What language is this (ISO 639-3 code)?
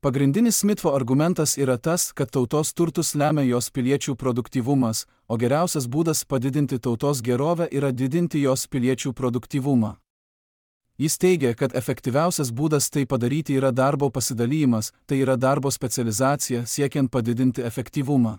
lit